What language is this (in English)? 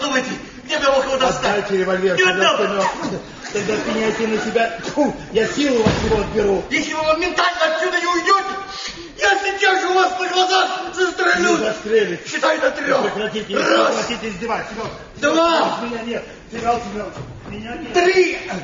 Russian